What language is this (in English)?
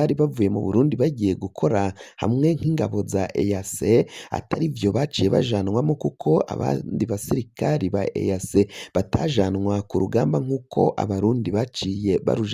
Rundi